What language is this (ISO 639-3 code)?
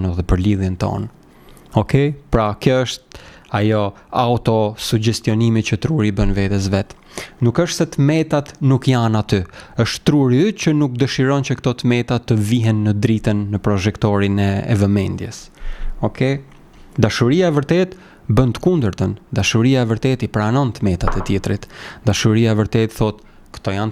sqi